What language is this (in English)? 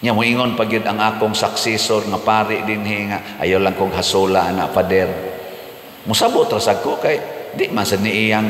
Cebuano